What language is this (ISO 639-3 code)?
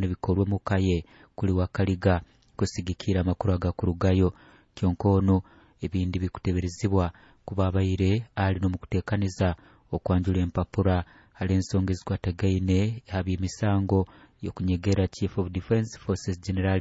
nyo